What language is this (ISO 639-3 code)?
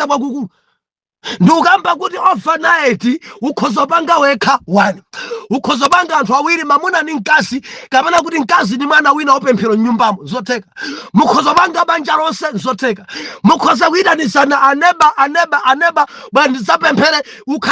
nya